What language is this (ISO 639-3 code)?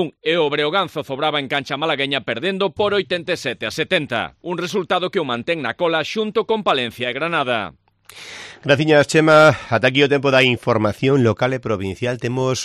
glg